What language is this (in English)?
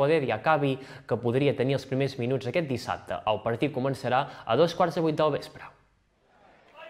Catalan